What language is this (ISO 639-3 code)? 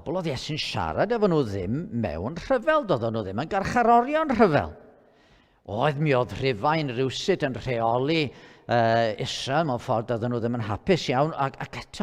cym